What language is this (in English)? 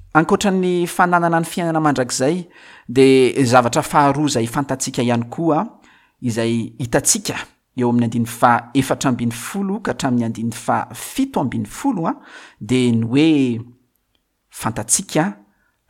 Malagasy